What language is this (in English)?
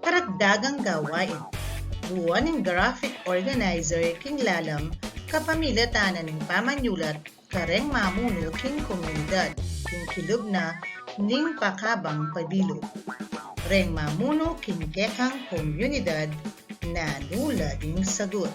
Pampanga